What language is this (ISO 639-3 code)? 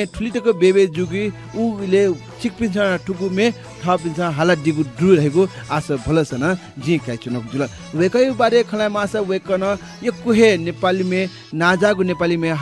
new